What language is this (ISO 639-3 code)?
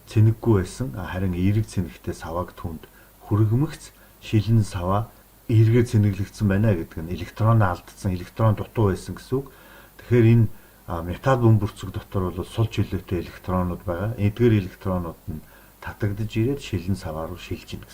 mon